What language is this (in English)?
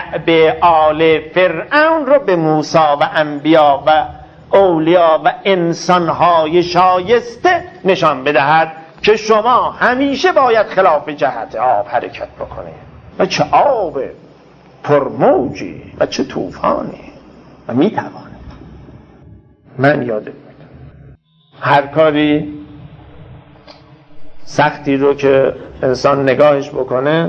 Persian